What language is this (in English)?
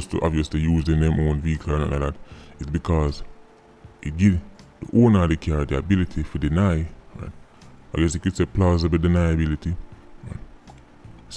Jamaican Creole English